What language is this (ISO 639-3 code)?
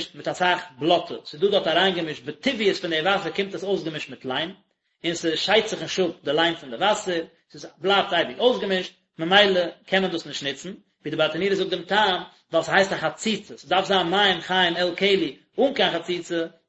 yid